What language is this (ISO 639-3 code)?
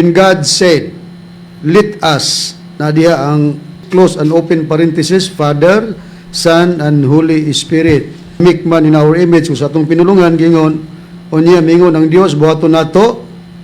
ceb